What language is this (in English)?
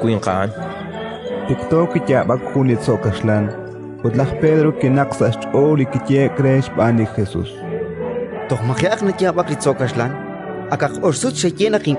Kekchí